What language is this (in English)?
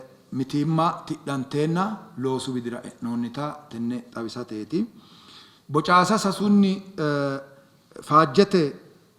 Sidamo